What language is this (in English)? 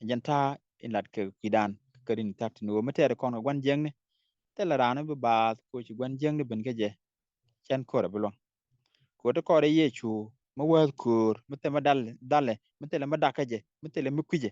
Nuer